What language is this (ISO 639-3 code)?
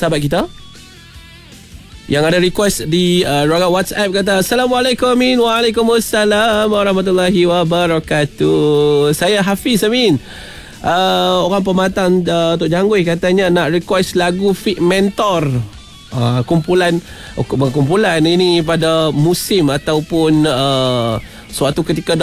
msa